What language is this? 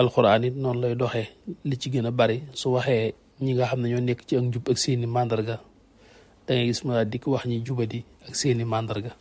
Wolof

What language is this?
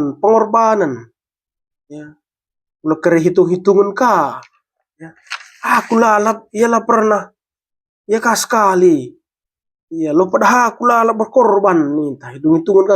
Batak Karo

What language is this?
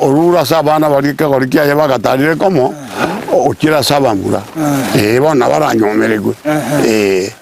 Gusii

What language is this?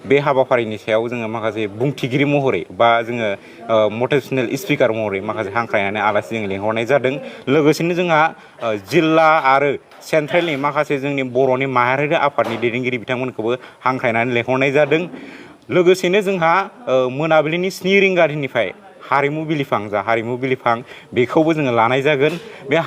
Bodo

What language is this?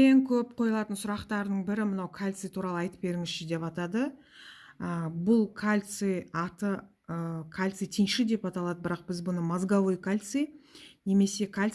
Kazakh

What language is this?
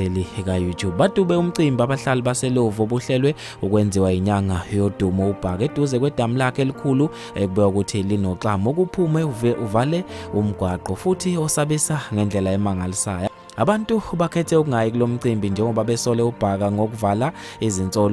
Zulu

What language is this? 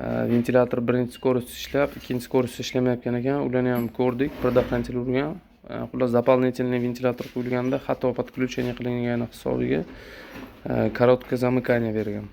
Uzbek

